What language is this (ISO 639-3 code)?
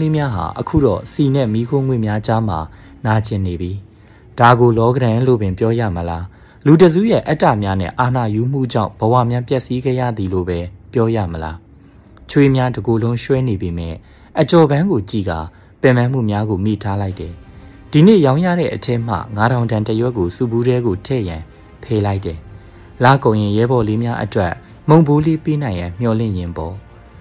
mya